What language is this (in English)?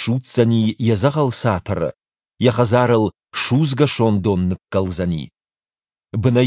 Ossetic